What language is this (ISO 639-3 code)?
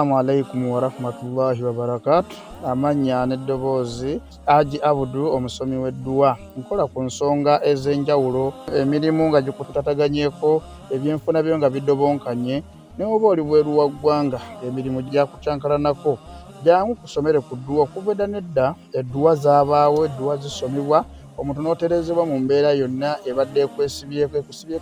lug